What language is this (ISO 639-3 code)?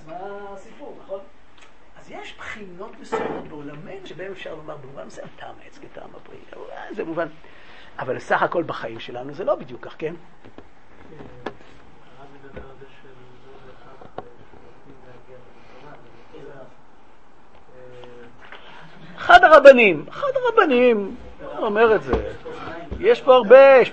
heb